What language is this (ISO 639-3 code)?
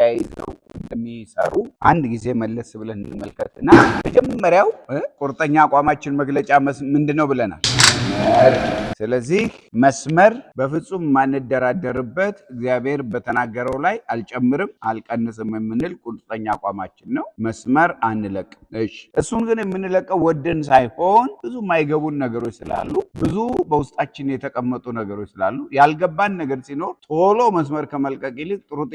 amh